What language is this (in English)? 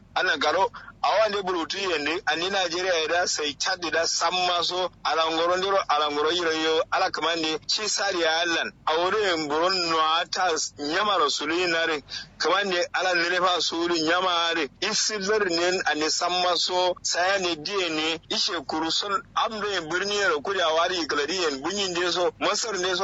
Kanuri